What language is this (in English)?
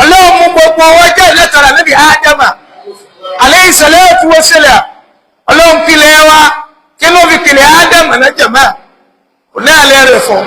Yoruba